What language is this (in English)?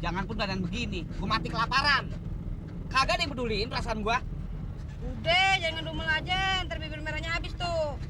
Betawi